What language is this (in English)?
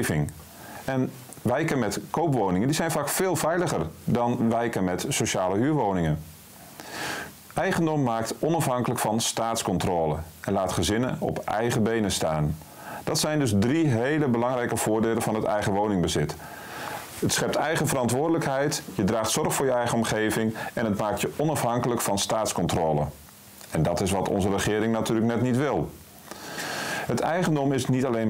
Dutch